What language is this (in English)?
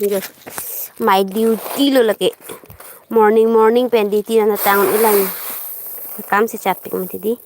Karbi